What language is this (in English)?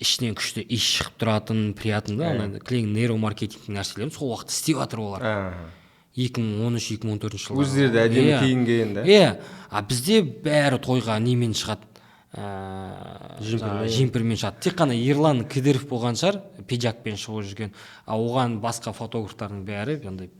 Kazakh